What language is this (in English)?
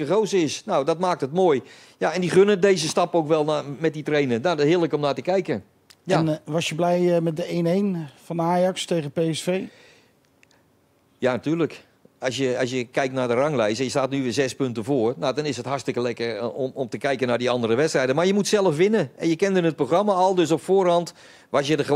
Dutch